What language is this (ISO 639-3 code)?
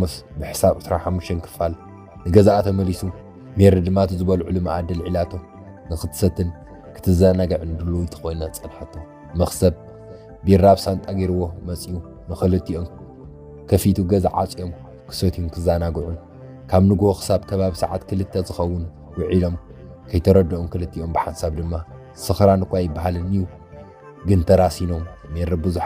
tir